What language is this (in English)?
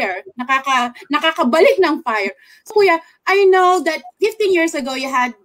Filipino